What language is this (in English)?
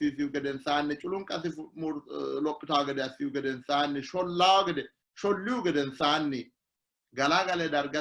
Sidamo